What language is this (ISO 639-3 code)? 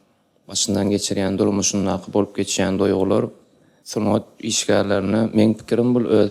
tuk